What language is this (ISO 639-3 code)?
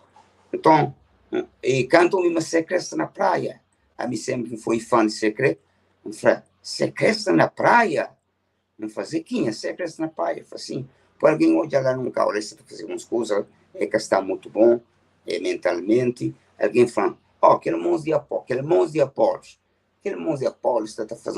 kea